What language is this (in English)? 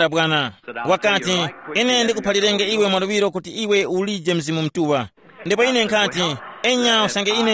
Tumbuka